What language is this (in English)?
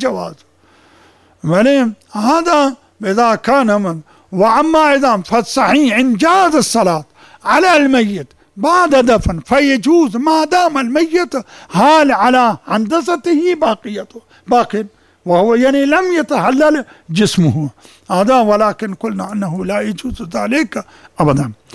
Arabic